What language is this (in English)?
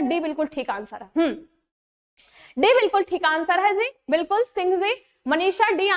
Hindi